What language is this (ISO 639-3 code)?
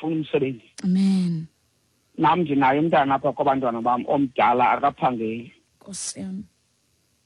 xho